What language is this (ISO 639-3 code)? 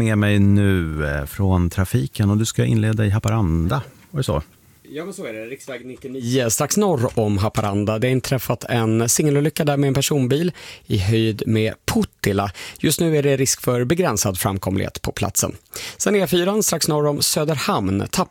swe